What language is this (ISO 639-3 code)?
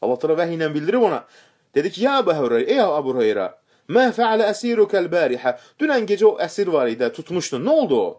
aze